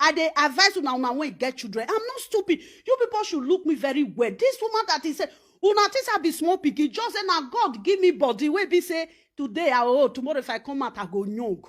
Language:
Nigerian Pidgin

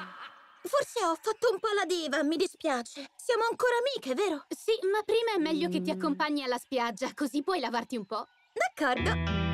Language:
Italian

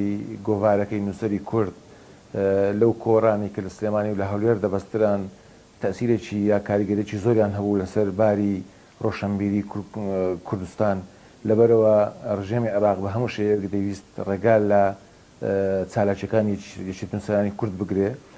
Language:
Central Kurdish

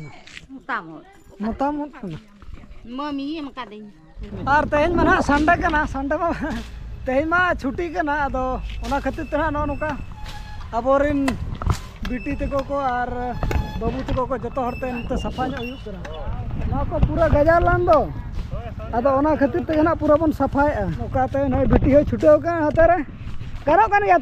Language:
Santali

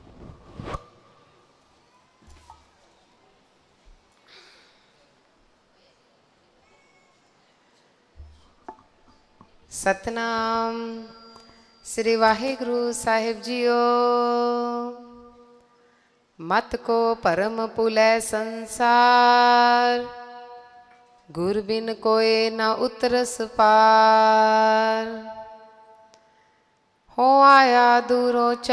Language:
Punjabi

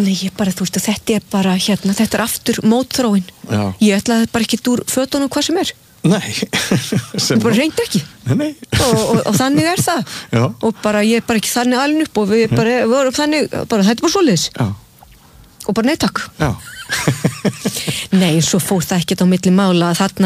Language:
Icelandic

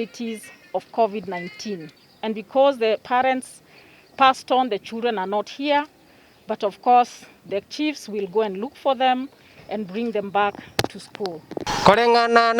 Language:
Gusii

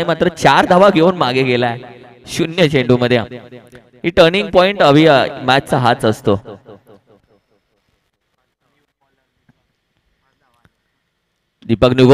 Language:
Marathi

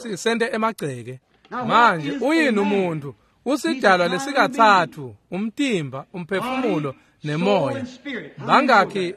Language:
Swati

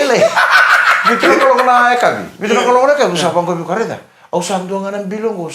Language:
Fijian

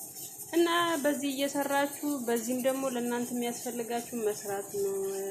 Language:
Amharic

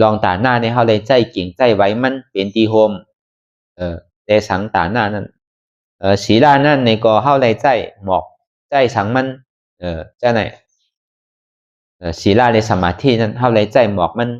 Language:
Shan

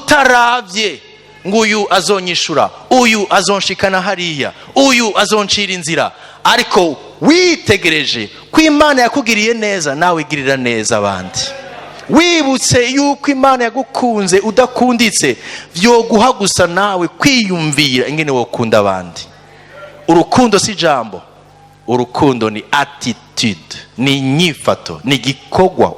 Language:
Rundi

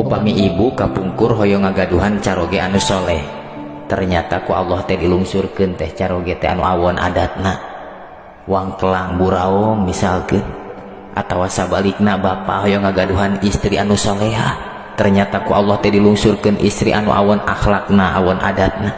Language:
Sundanese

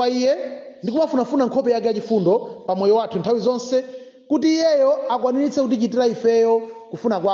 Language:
Nyanja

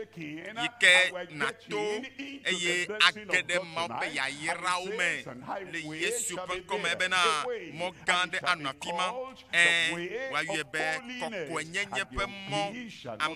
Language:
Ewe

